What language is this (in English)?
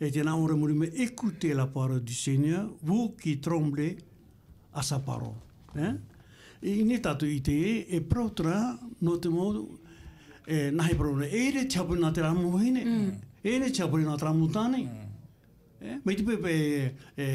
Tahitian